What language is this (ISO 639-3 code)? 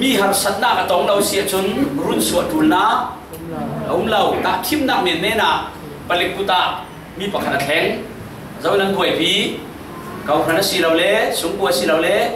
cfm